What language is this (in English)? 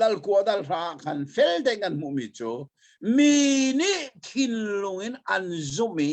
Hakha Chin